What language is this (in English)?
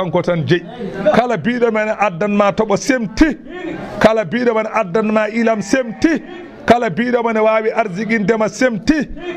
Fula